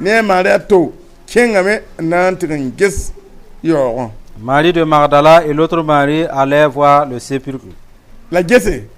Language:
Mossi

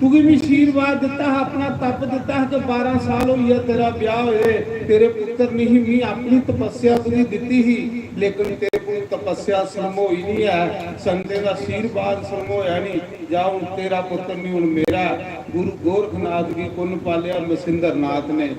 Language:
Dogri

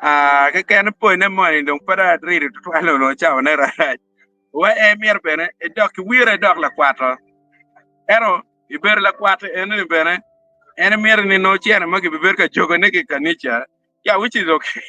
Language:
Acoli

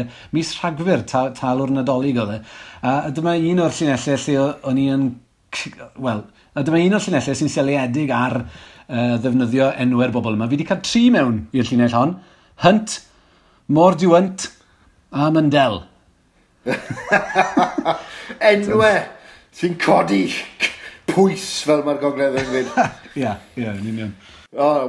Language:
Welsh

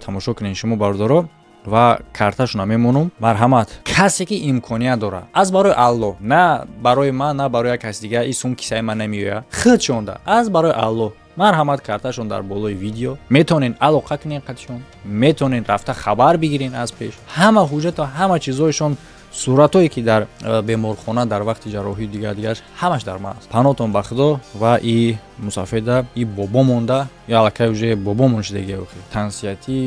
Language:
Tajik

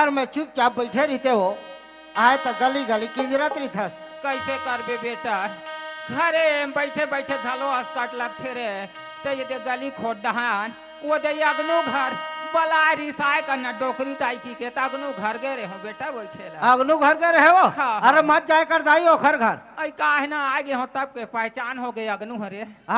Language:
Chhattisgarhi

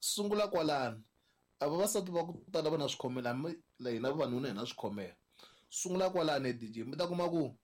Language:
Tsonga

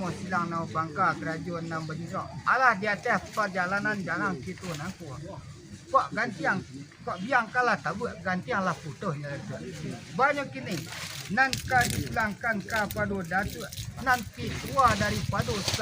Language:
Minangkabau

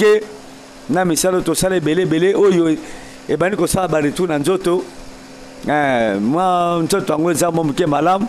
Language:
Lingala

